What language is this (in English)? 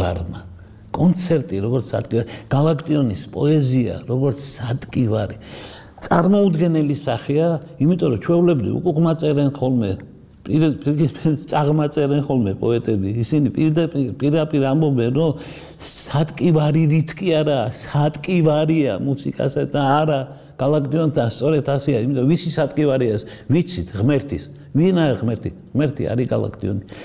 Georgian